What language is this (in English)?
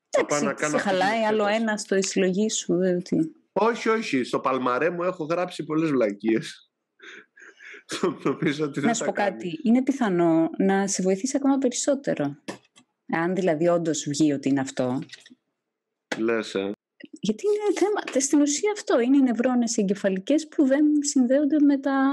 Greek